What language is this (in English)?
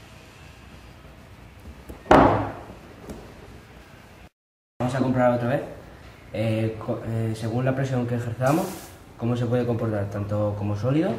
Spanish